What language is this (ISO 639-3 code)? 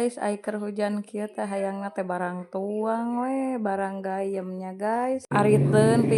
sun